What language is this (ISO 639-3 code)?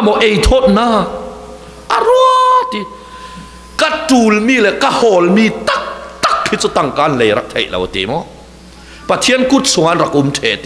cfm